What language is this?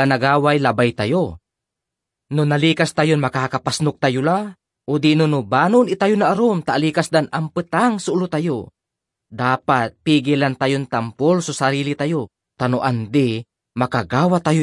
Pangasinan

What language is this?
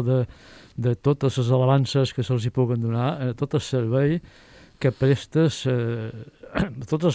Catalan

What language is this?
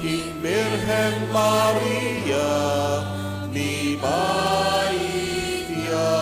Pampanga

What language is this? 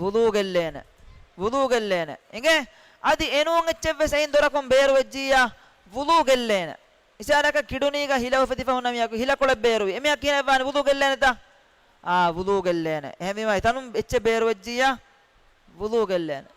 Divehi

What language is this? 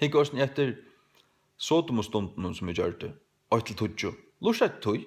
Faroese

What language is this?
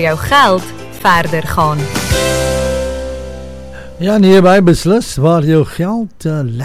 Afrikaans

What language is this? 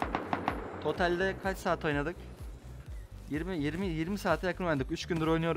Turkish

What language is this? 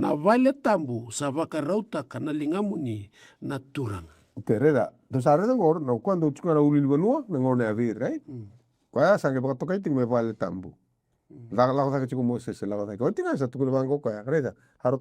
Fijian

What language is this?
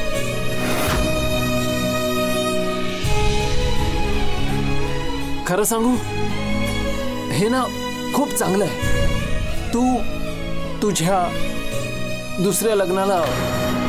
Marathi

